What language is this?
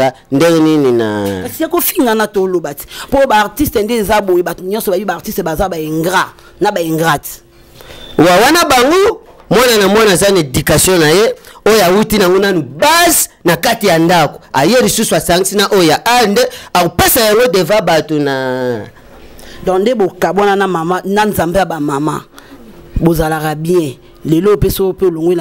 Lingala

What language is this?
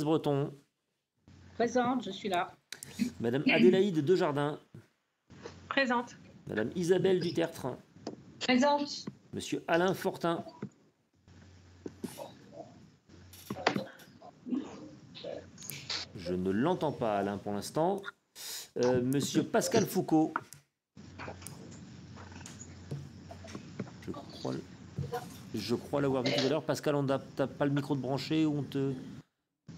French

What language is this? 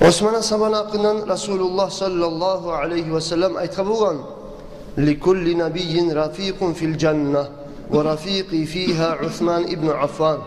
Kumyk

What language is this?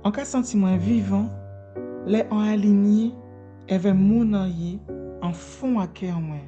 Guadeloupean Creole French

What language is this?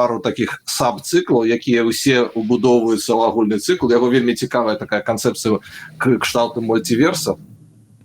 Belarusian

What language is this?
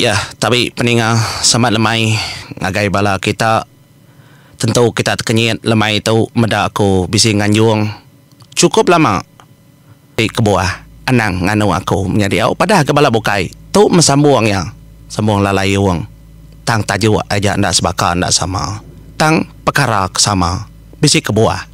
Iban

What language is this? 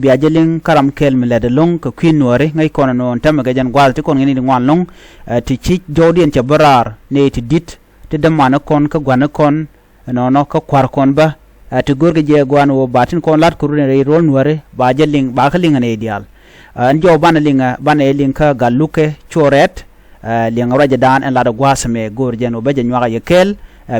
Nuer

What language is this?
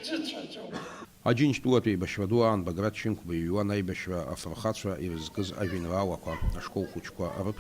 Abkhazian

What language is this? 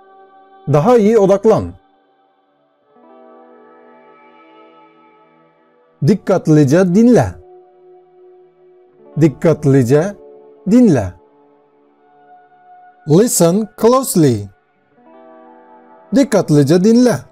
Turkish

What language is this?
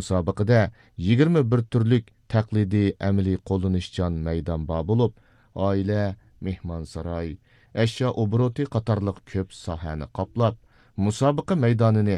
Uyghur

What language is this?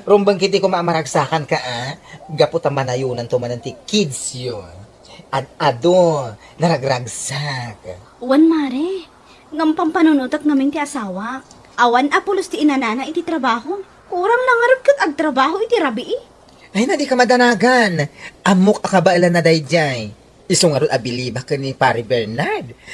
Iloko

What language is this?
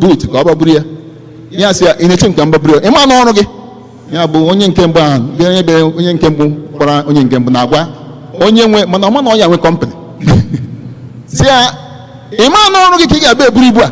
Igbo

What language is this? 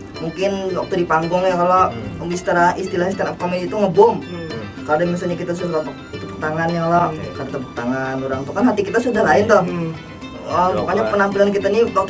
Banjar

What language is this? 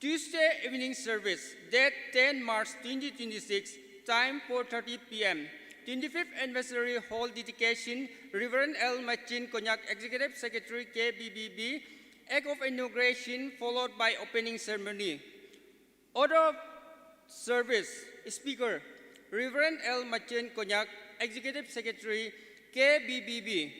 Naga Pidgin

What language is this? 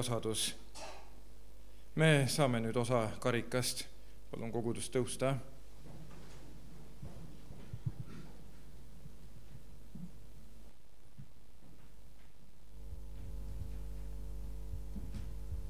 Estonian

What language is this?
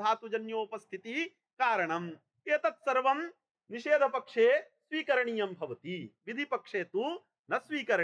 Sanskrit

